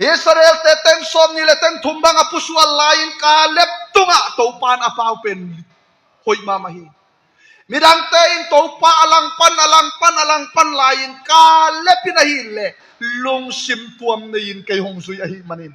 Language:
Tedim Chin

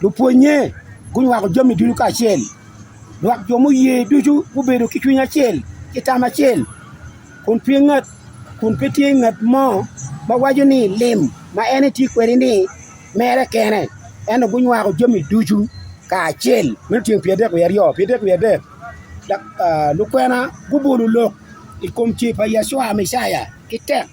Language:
Acoli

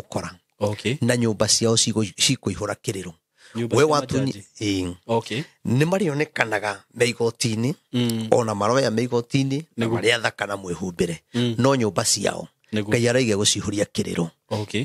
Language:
Kikuyu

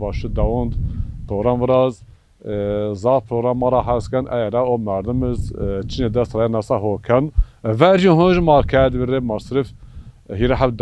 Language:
Zaza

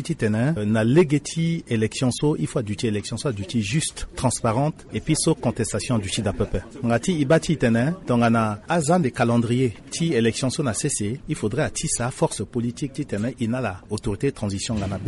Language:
Sango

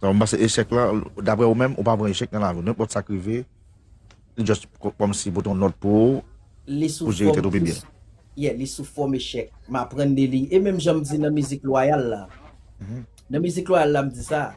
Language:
Haitian Creole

